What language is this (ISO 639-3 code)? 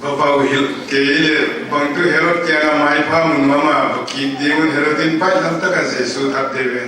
pck